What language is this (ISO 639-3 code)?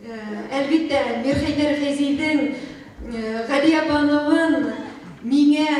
bak